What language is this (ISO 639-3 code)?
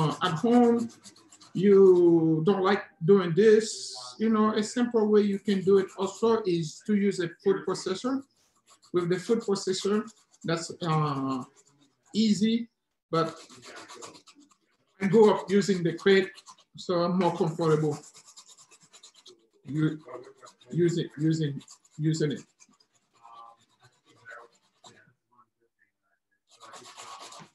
eng